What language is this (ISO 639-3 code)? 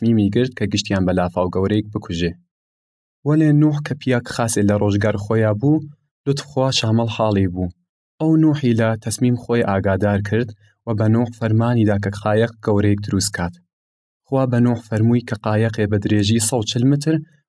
sdh